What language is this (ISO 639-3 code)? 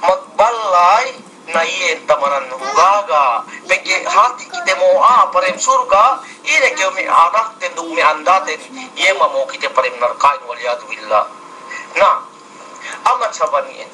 yka